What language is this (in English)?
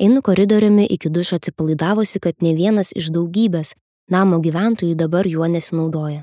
Lithuanian